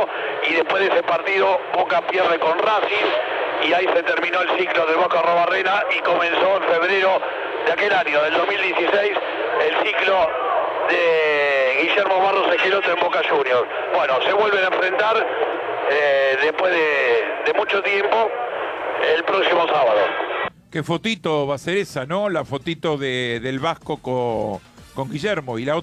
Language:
Spanish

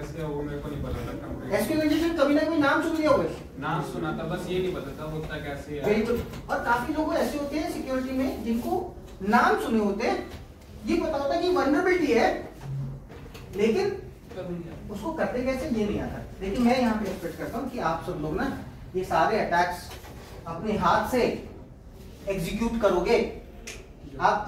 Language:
Hindi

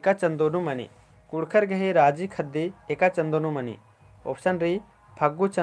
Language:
Kurukh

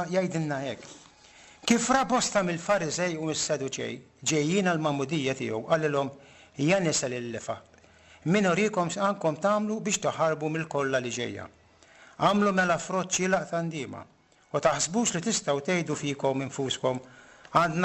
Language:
Maltese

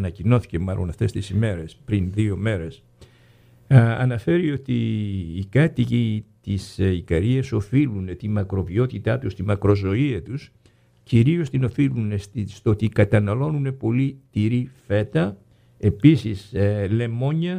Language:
Greek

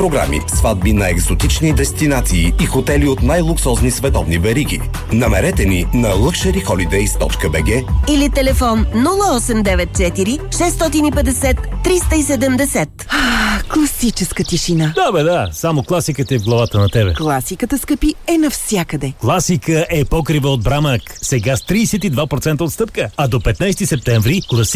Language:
Bulgarian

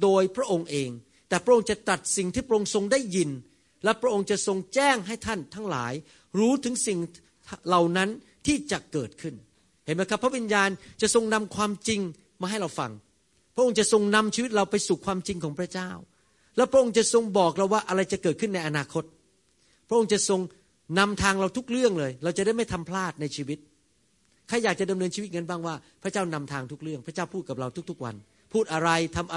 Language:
Thai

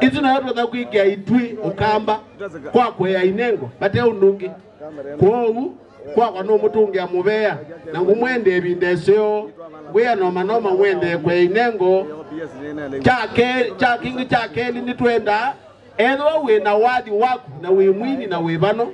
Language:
Kamba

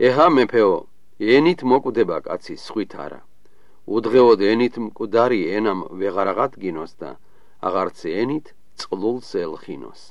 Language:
Georgian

